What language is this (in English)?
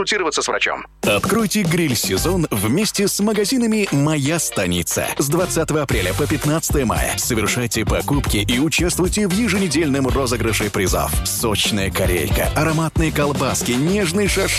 Russian